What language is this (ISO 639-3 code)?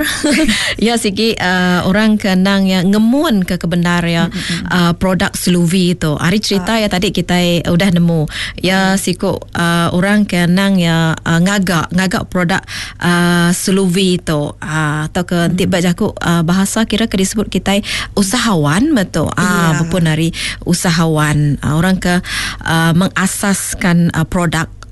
iba